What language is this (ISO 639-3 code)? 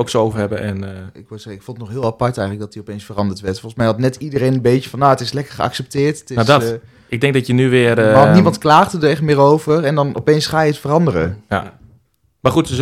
nld